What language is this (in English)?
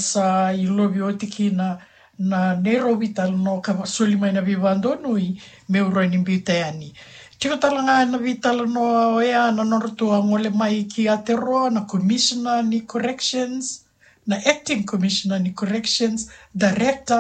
Fijian